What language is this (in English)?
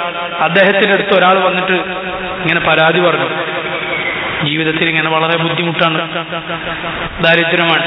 Malayalam